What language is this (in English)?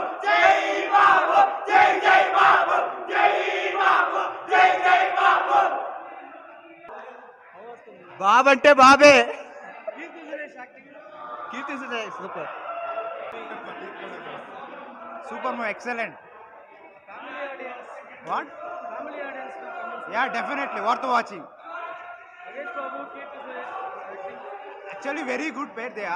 Telugu